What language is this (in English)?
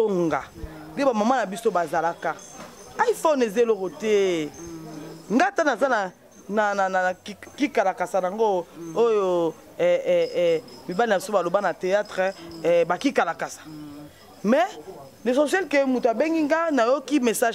Lingala